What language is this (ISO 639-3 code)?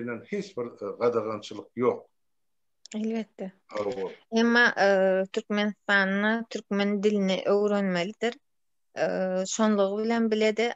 tuk